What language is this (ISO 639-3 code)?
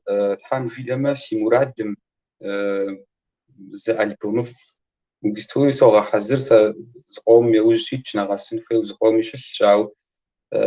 kbd